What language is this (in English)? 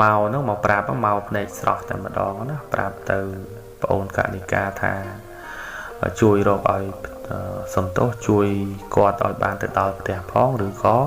Khmer